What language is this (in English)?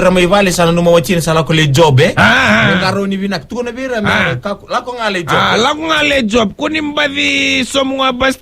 Fijian